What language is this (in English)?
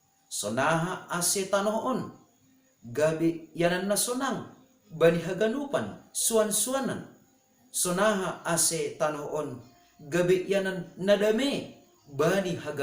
Batak Simalungun